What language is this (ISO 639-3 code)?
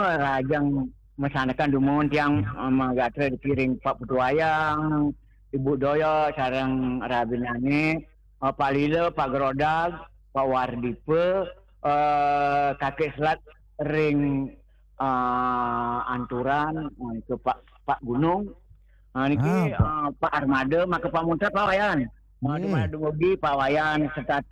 ban